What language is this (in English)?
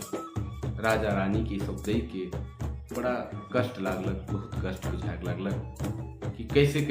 Sadri